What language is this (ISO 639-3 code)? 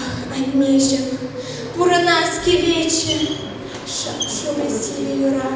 chv